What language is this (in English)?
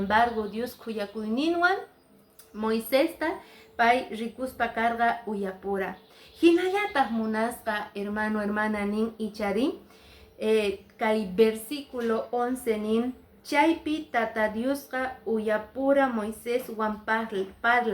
Quechua